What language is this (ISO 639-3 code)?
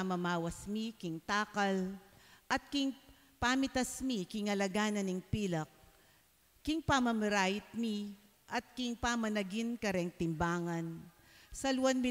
pam